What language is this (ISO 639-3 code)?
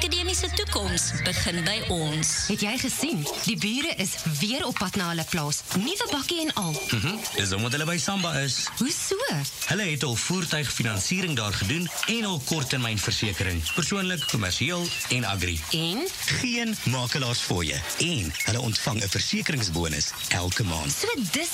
afr